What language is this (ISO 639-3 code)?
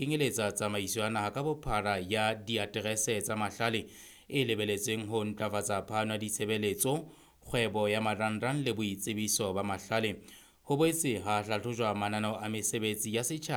sot